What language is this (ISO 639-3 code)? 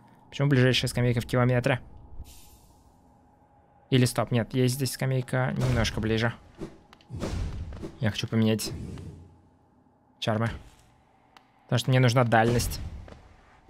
rus